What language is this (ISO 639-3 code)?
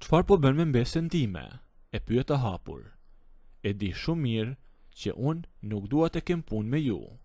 sqi